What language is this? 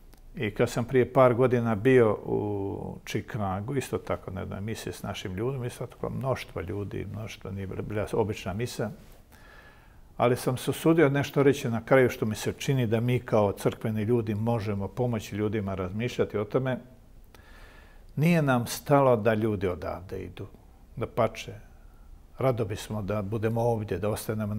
Croatian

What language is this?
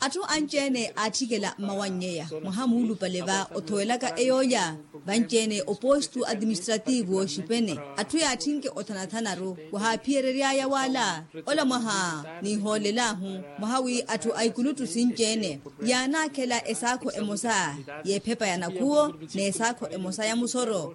Makhuwa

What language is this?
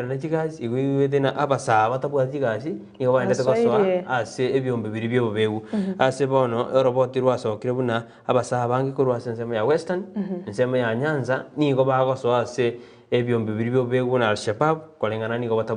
Gusii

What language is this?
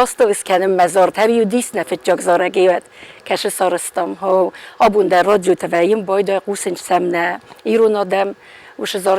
Ossetic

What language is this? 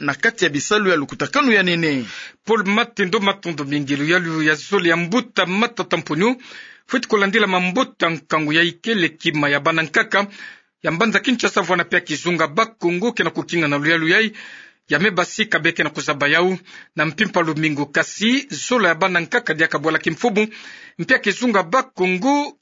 Kituba (Democratic Republic of Congo)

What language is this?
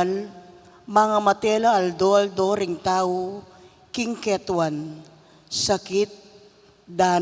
Pampanga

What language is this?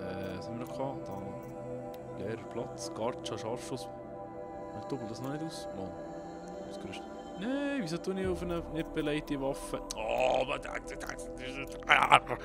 Swiss German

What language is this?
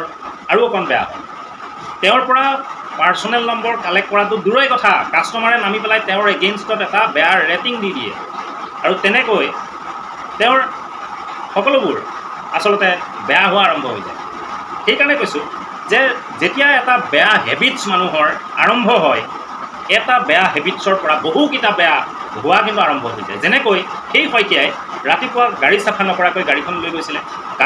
Assamese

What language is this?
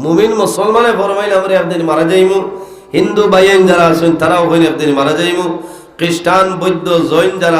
Sylheti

